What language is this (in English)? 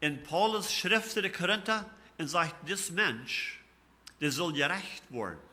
Plautdietsch